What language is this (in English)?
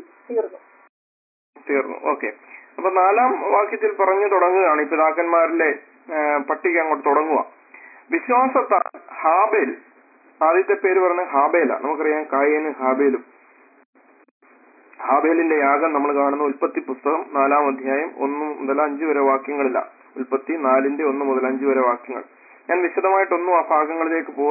Malayalam